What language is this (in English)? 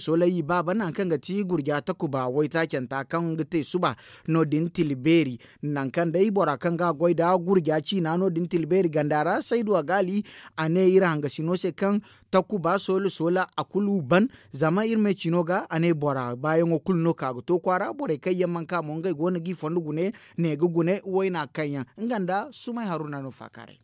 Zarma